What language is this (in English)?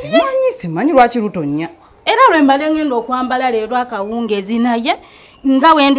Ganda